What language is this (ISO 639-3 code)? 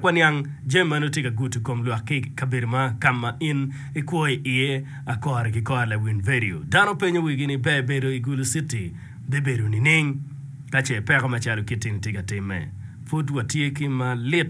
ach